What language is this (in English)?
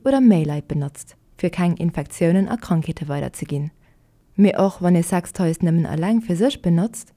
Luxembourgish